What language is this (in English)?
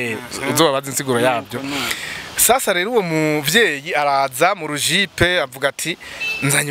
Rundi